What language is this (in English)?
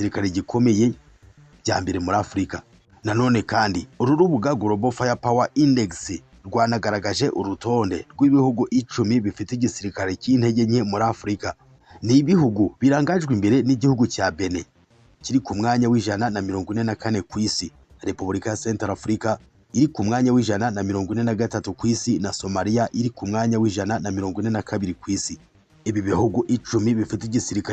Kinyarwanda